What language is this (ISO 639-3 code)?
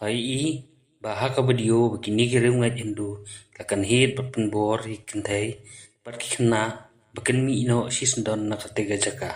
kha